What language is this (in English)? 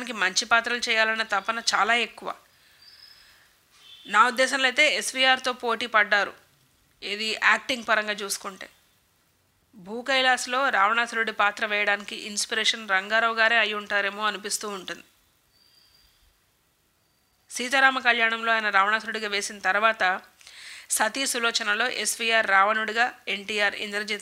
Telugu